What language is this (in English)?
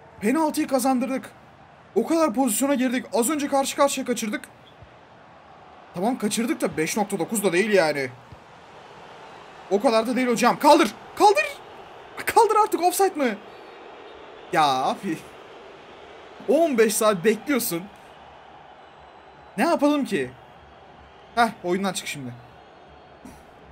Turkish